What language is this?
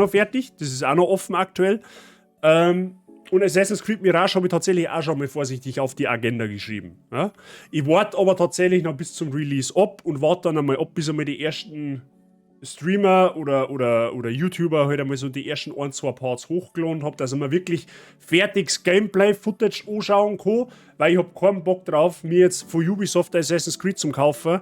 Bavarian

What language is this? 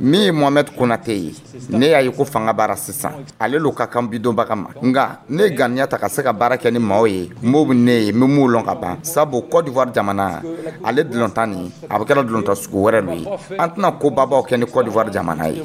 Dyula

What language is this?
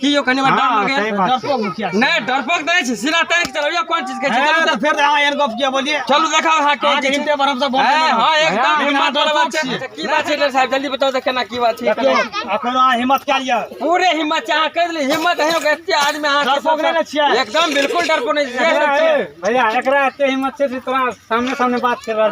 Maithili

